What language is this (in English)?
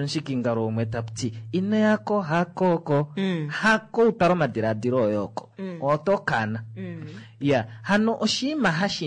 Kuanyama